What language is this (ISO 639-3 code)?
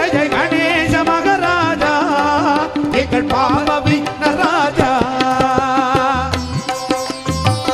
tam